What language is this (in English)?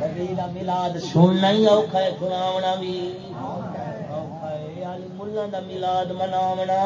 Saraiki